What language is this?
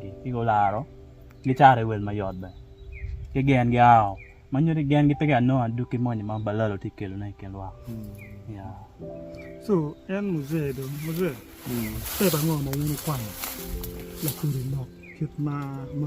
Acoli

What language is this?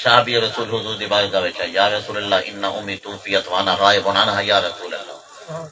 Saraiki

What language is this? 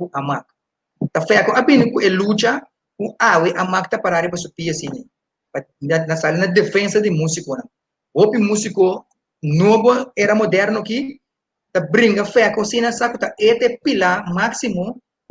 Papiamento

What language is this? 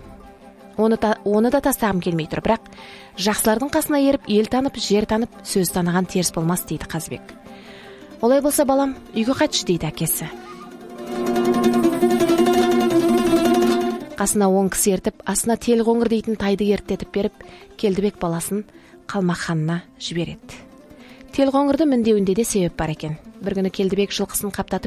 Kazakh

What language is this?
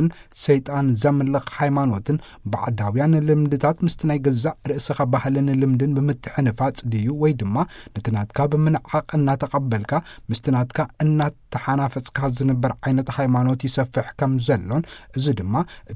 Tigrinya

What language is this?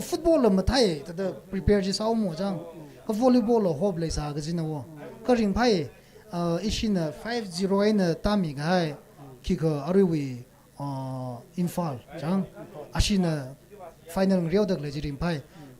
Tangkhul Naga (India)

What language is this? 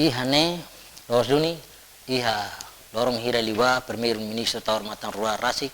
Tetum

